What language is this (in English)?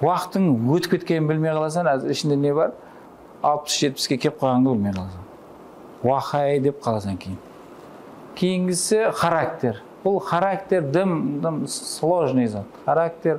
Kara-Kalpak